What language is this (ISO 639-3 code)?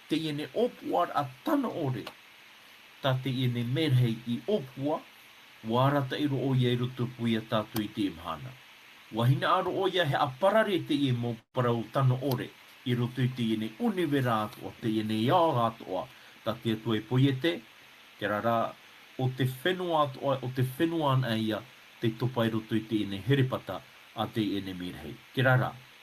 tah